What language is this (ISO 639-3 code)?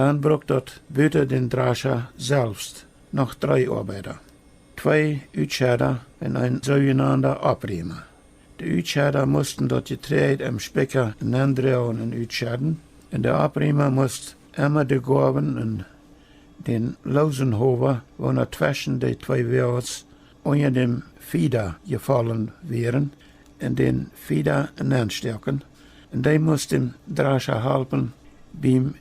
pdt